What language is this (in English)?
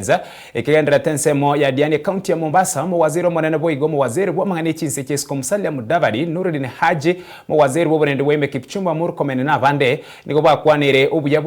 Gusii